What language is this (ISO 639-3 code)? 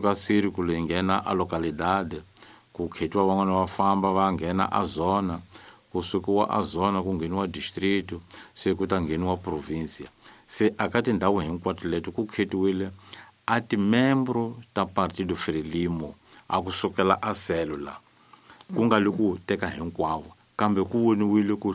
tso